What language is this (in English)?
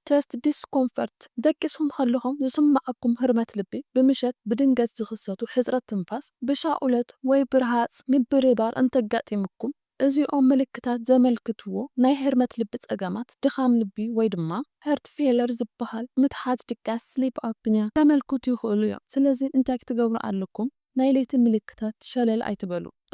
Tigrinya